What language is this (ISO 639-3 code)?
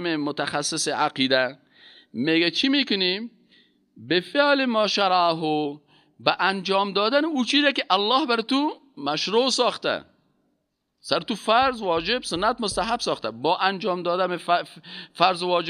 fas